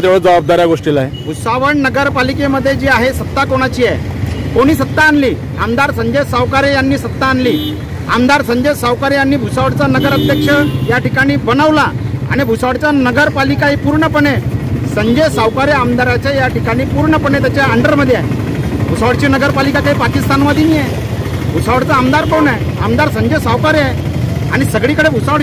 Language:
Marathi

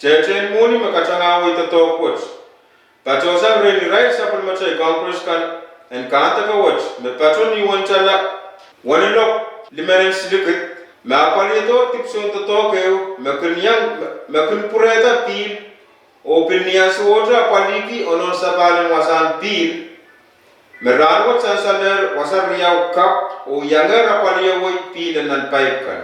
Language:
Pohnpeian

